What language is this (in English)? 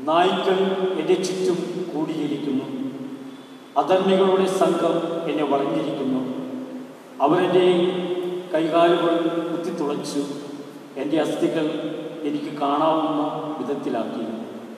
Malayalam